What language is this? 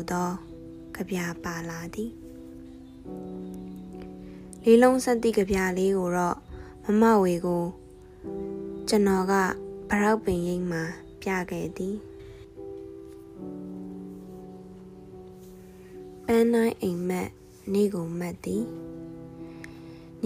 Burmese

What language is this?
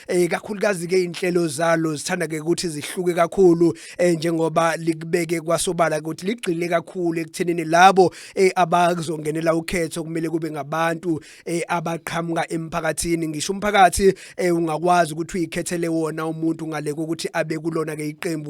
Zulu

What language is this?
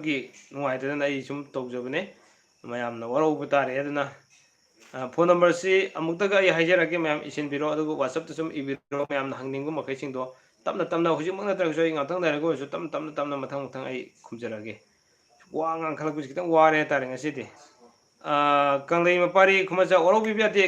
Manipuri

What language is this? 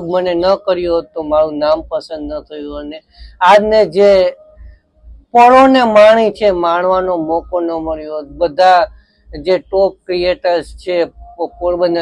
Gujarati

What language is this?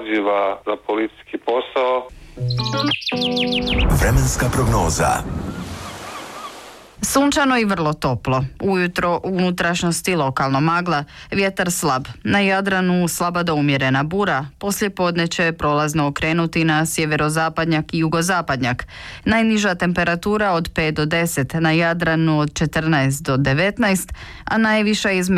Croatian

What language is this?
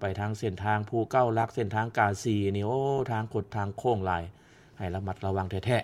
Lao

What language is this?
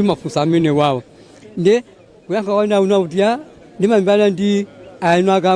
Nyanja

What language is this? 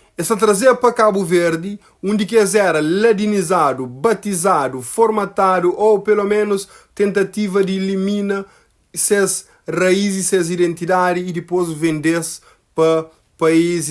Kabuverdianu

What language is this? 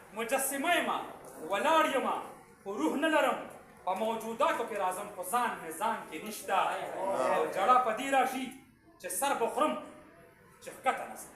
Pashto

